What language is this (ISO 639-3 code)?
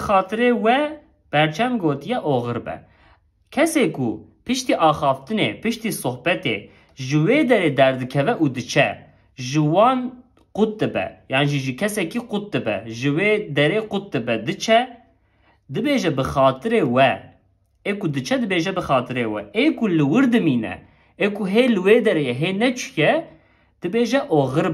kur